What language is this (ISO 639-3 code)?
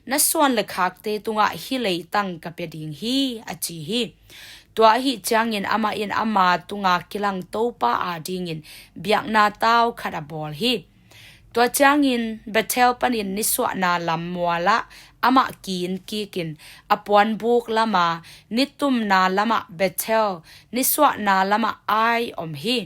ctd